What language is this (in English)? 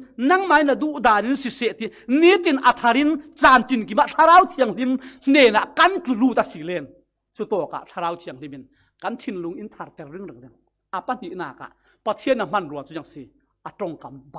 Falam Chin